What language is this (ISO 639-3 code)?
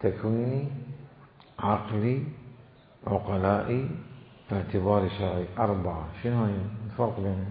acm